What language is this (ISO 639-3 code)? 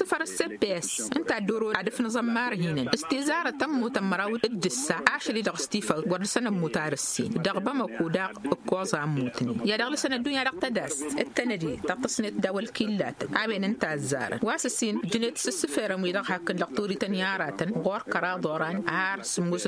taq